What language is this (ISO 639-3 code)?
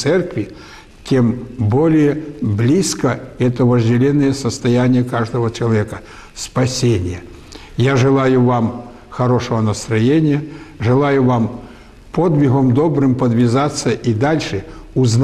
rus